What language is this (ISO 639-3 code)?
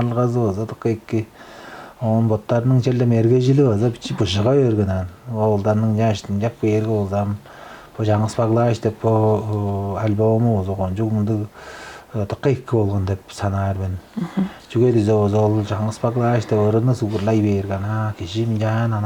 tyv